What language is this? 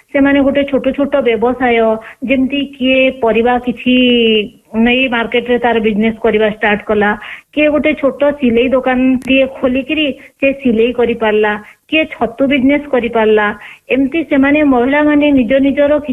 Odia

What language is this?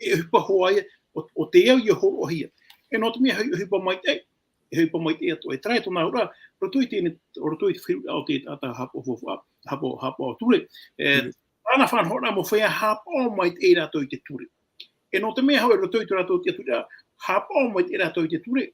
Tahitian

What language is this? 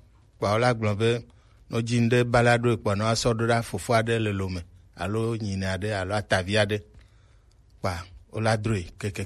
Gen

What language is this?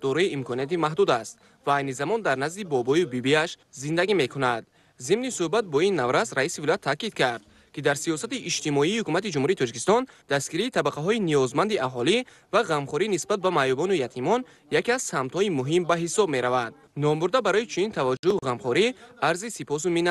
Tajik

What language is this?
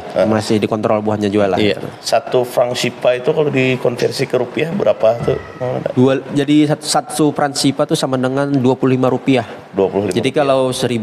Banjar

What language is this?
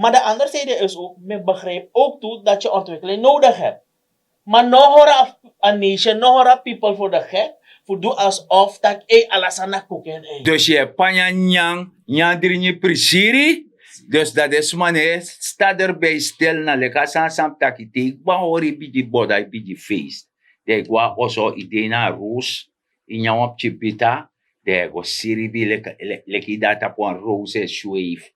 Sranan Tongo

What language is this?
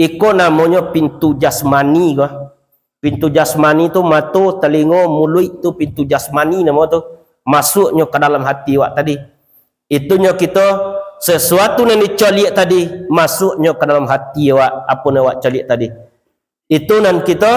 Minangkabau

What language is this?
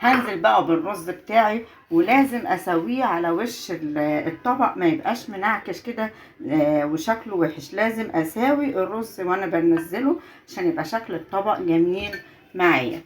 Egyptian Arabic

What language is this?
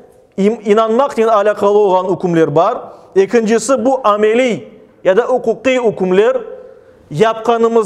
Crimean Tatar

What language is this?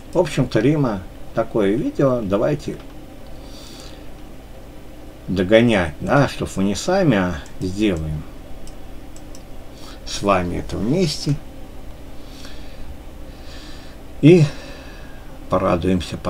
Russian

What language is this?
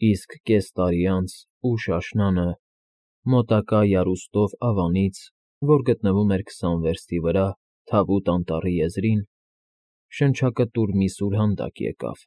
Armenian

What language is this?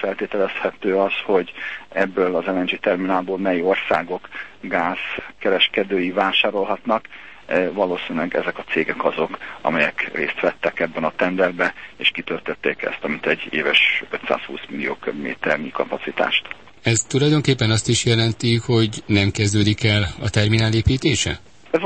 Hungarian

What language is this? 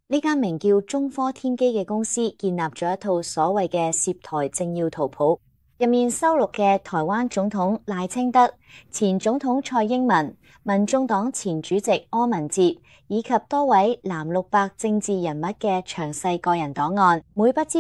Cantonese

